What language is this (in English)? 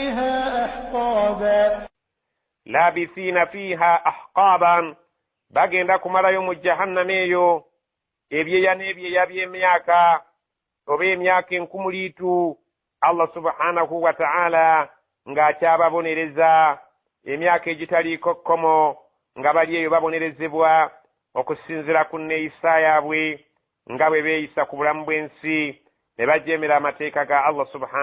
Ganda